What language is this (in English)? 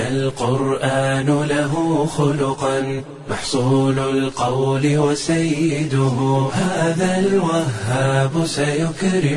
Somali